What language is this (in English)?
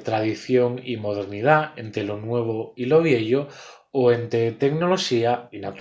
Asturian